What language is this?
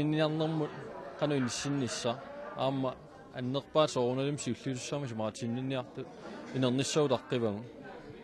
Kalaallisut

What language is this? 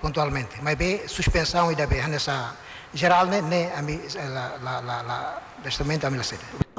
Tetum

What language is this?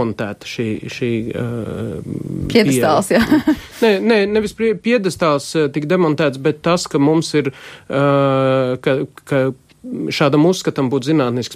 Latvian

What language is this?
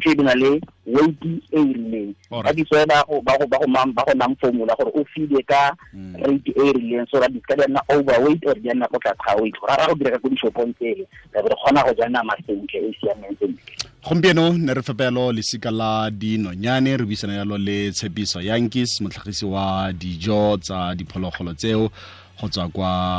Tswana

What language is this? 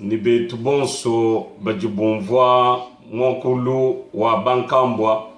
Luba-Lulua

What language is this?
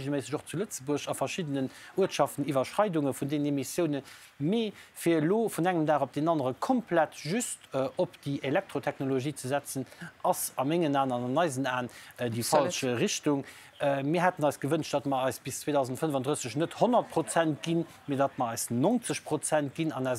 Luxembourgish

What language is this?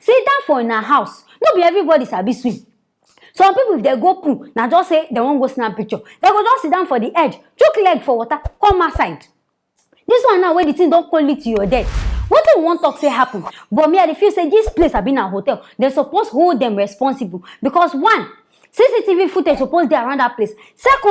Nigerian Pidgin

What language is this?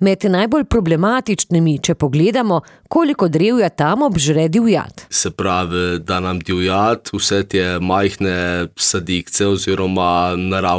Slovenian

